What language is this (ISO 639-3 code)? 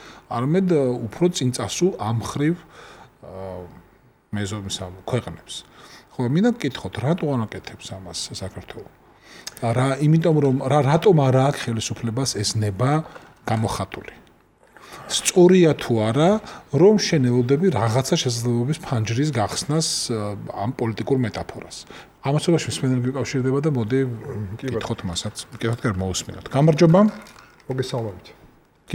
kat